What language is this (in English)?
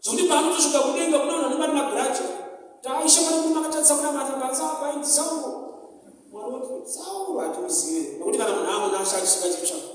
Shona